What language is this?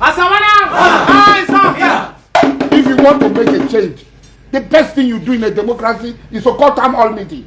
Nigerian Pidgin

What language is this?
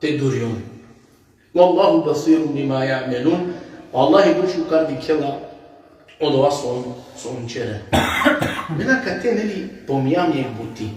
Balkan Romani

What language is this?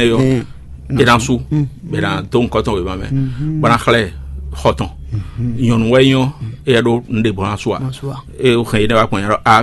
Fon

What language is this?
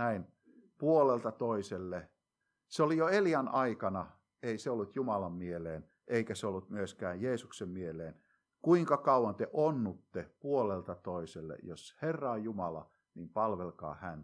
Finnish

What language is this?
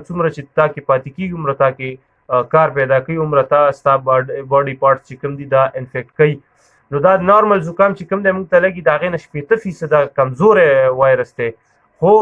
Pashto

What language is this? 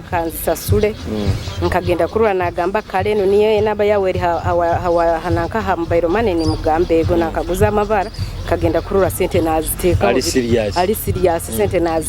Nyoro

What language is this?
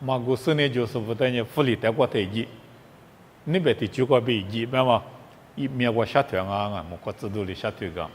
Lisu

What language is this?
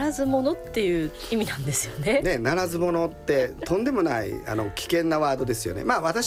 Japanese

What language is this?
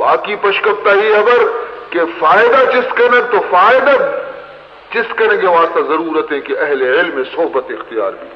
Baluchi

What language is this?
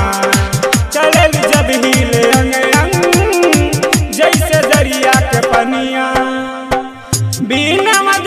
Bhojpuri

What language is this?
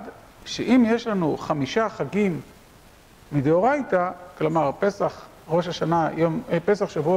Hebrew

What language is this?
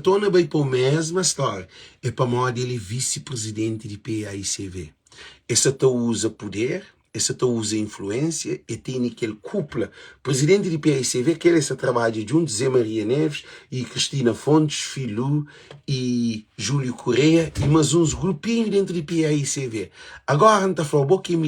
Kabuverdianu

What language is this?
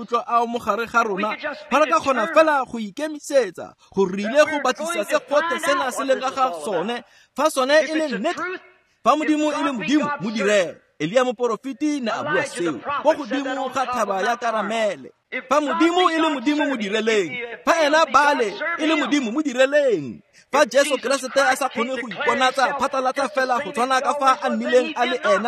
Tswana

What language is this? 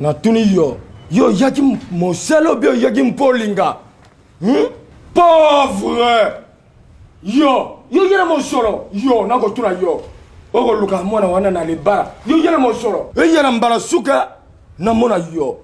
Lingala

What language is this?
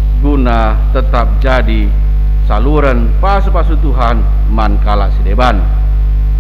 Batak Karo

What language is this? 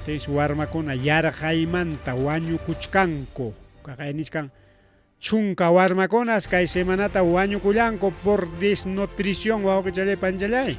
Ayacucho Quechua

